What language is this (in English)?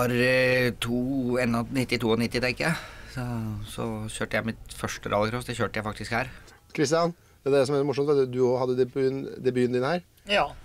Norwegian